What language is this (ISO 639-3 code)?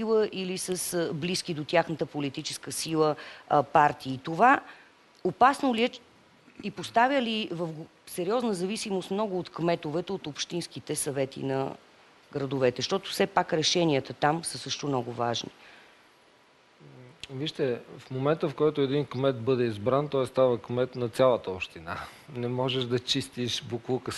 bul